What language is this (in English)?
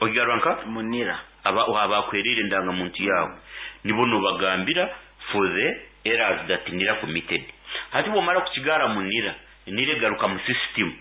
Nyankole